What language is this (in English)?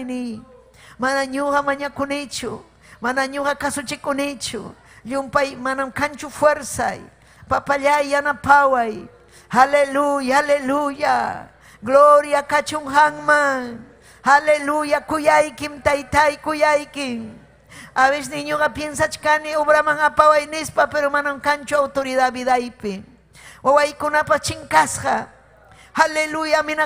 Ayacucho Quechua